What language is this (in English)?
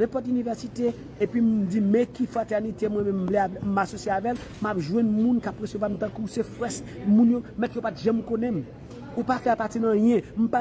Haitian Creole